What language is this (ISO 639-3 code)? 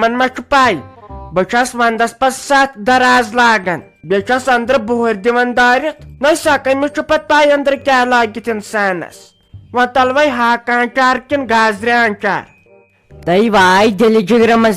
kas